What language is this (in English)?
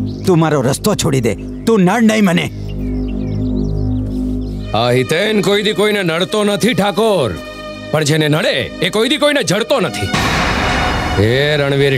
Gujarati